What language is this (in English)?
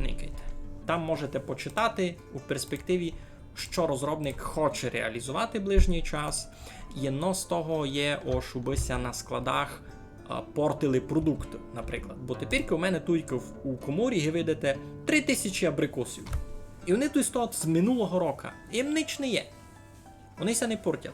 Rusyn